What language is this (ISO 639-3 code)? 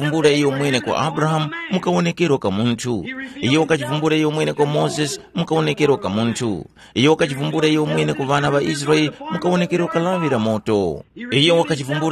tum